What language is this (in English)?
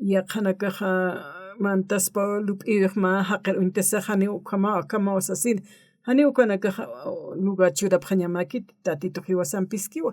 Aymara